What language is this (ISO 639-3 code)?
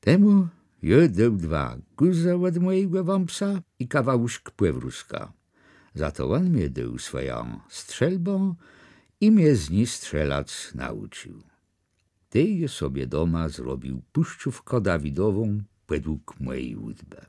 csb